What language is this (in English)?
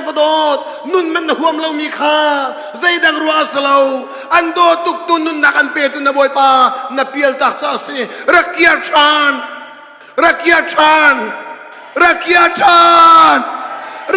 Hakha Chin